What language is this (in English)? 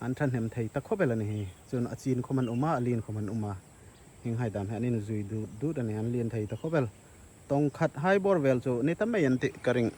Hmar